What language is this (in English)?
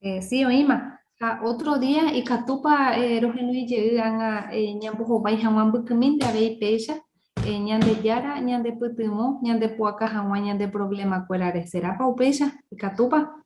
Guarani